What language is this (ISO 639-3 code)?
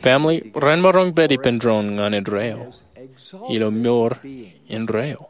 mah